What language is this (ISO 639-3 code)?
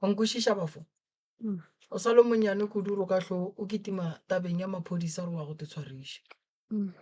nso